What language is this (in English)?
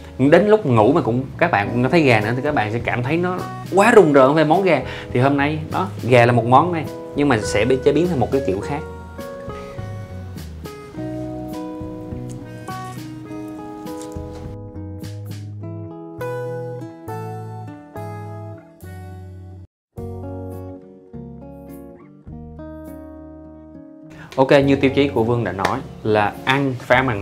Vietnamese